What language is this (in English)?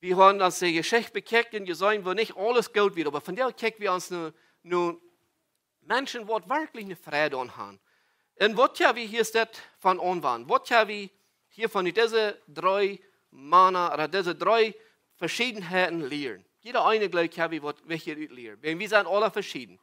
Plautdietsch